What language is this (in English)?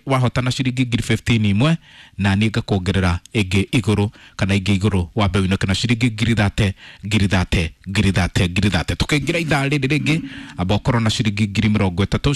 Kikuyu